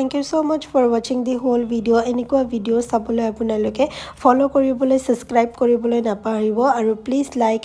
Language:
Assamese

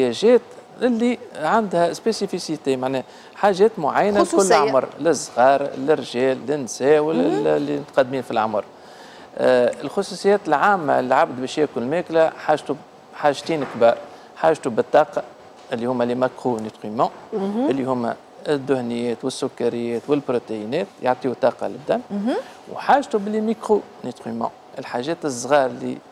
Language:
Tunisian Arabic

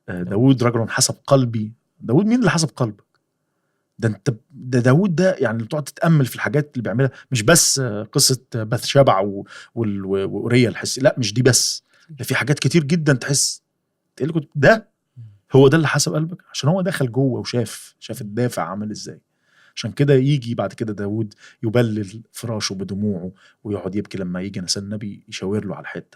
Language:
Egyptian Arabic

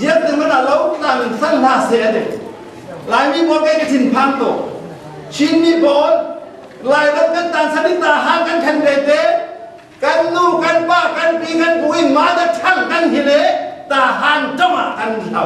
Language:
Falam Chin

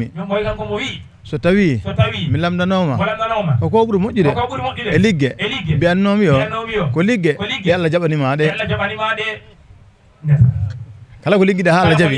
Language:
Fula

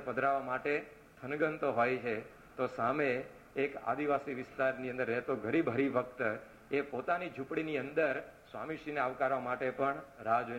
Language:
Gujarati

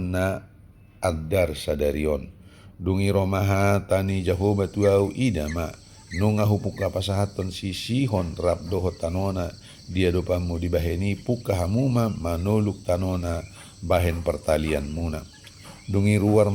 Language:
Batak Toba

